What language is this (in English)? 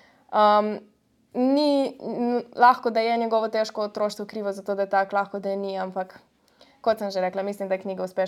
Slovenian